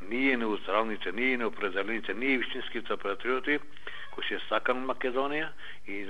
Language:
Macedonian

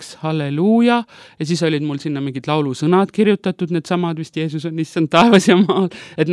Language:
Estonian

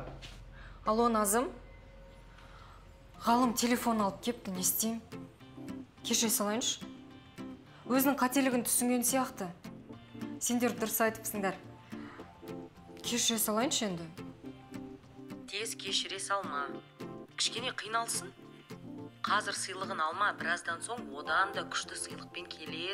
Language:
Kazakh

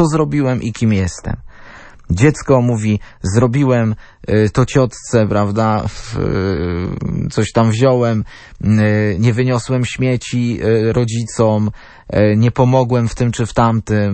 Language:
Polish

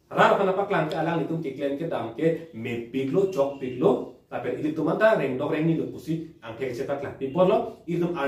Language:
Karbi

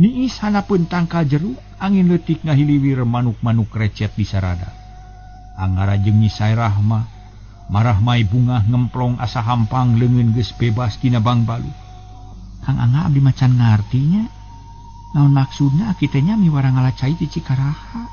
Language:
Sundanese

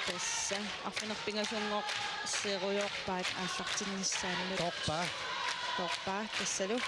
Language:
Kalaallisut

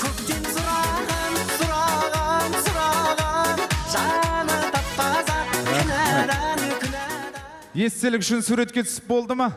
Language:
Kara-Kalpak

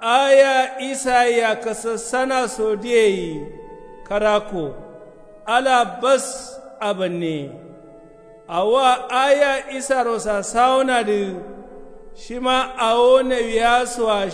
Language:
Kanuri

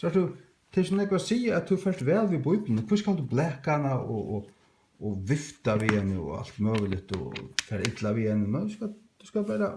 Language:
Faroese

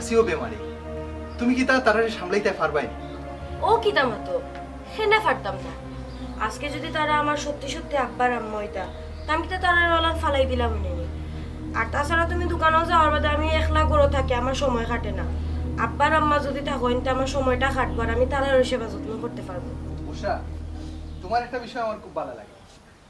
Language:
Sylheti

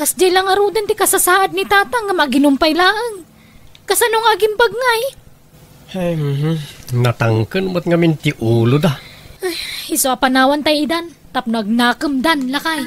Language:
Iloko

